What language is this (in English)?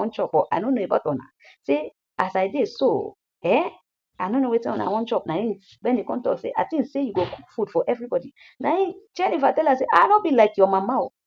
Nigerian Pidgin